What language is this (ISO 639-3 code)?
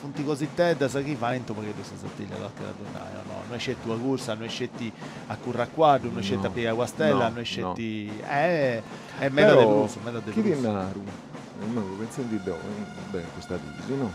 srd